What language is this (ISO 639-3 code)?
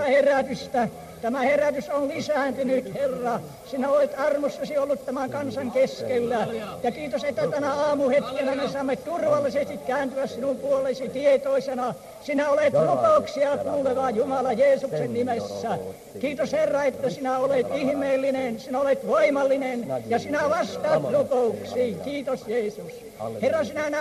fin